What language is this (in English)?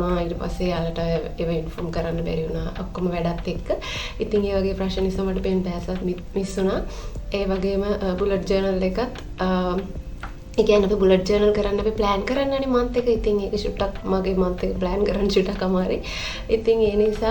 Sinhala